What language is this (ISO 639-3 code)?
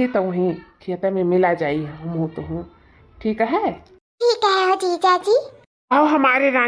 awa